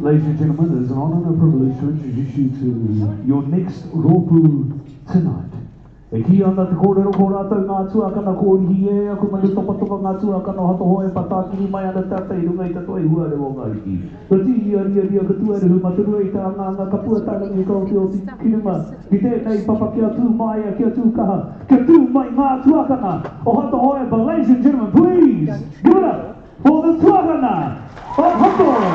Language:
Māori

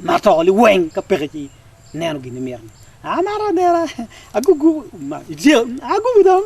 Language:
Acoli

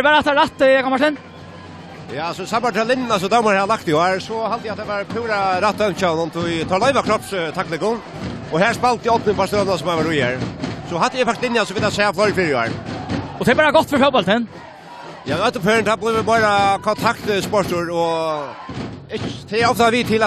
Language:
Faroese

